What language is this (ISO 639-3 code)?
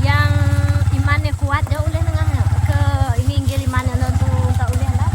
iba